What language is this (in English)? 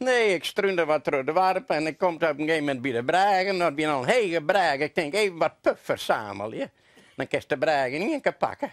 Western Frisian